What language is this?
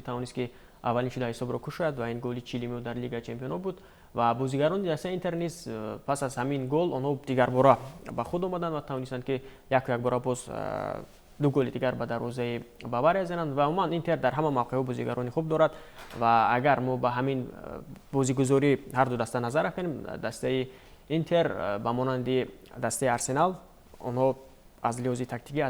Tajik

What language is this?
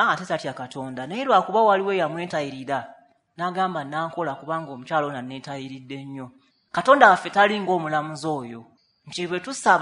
Ganda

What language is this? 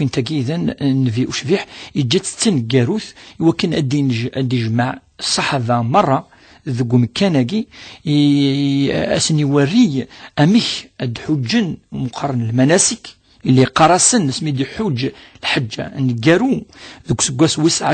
Kabyle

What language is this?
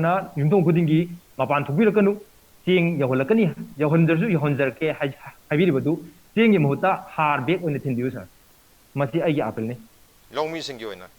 Manipuri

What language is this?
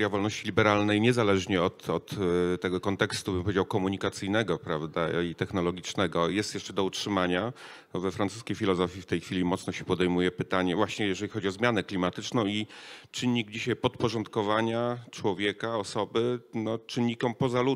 Polish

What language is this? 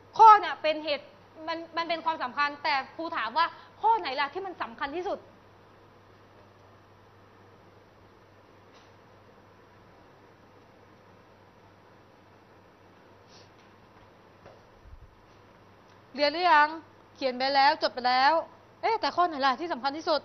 Thai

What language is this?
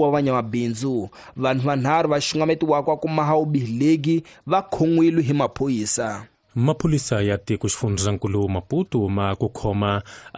Tsonga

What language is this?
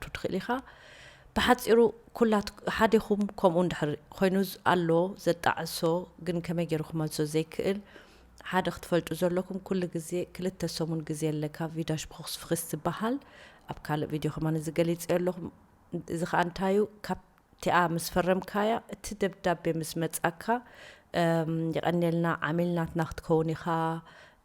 Tigrinya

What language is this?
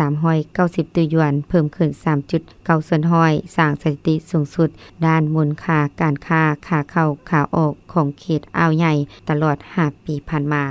Lao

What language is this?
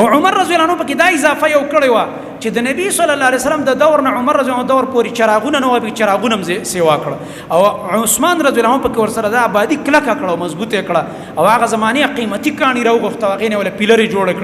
Pashto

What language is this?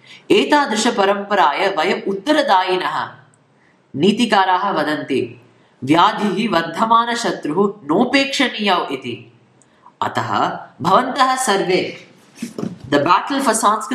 Sanskrit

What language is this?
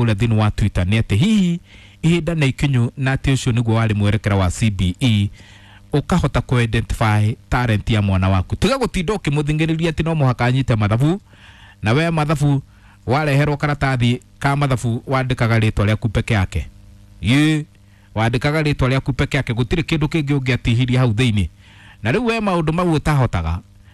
Kikuyu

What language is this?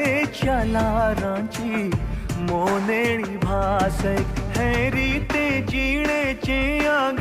Konkani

